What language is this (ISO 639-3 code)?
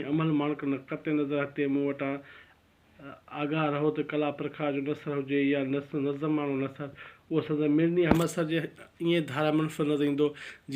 snd